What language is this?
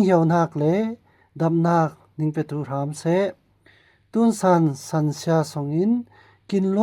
Falam Chin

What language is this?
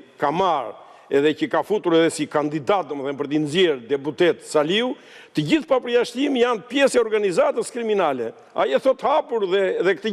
Albanian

